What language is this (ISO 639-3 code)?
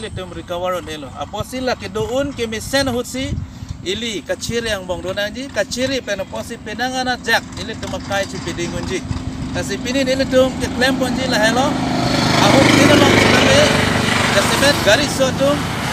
mjw